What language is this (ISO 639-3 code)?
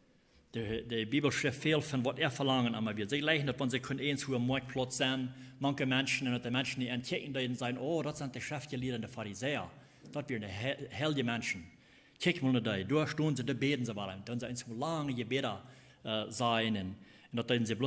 pdt